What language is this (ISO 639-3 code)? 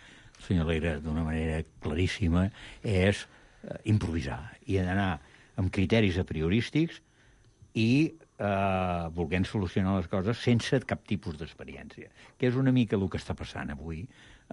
cat